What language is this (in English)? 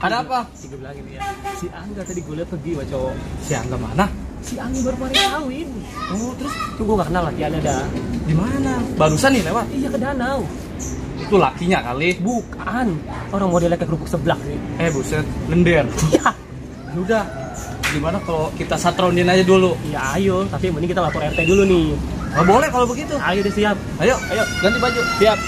Betawi